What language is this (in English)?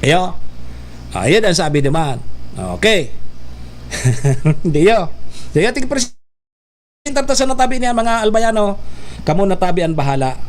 Bikol